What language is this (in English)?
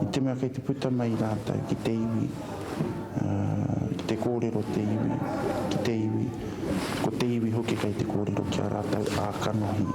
Māori